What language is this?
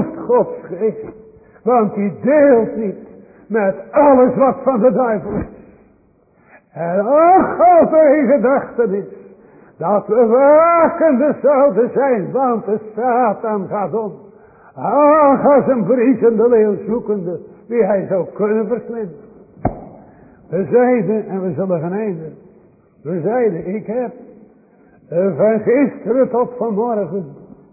Dutch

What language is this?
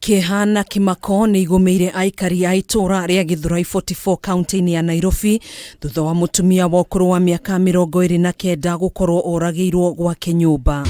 Kikuyu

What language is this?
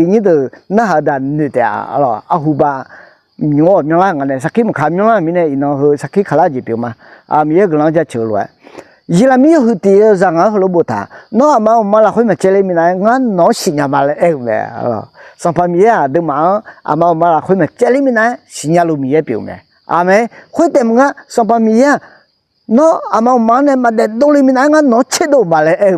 Akha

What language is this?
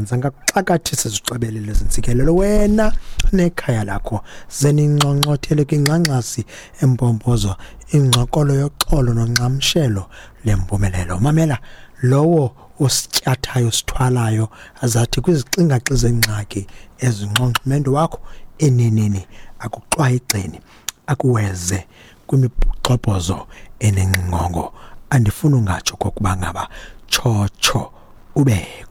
Xhosa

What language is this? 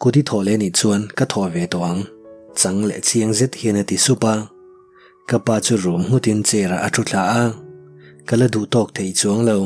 Mizo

